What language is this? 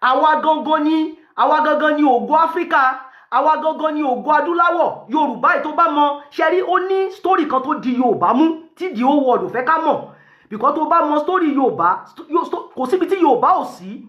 Yoruba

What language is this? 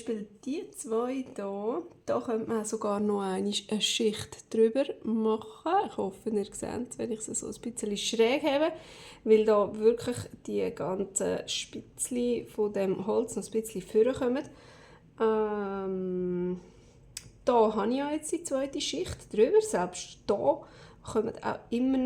Swiss German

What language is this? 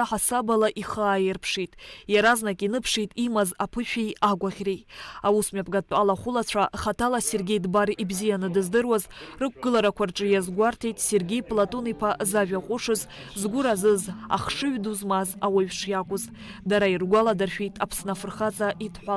Abkhazian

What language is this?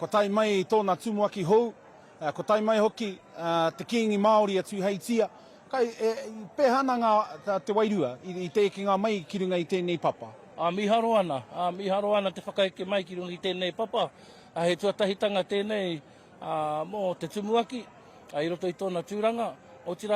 Māori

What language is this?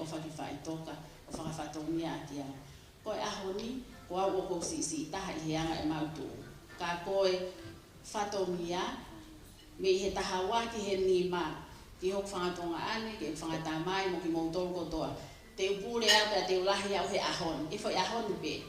Tongan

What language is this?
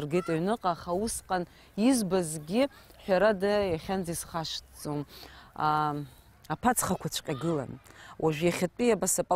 Abkhazian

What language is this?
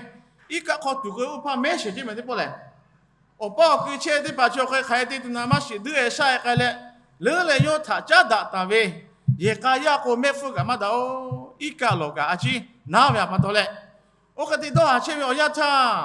Lahu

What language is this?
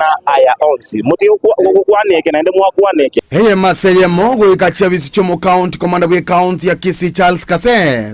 Gusii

